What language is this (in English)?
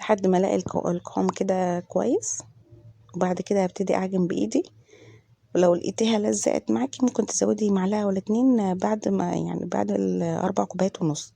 Egyptian Arabic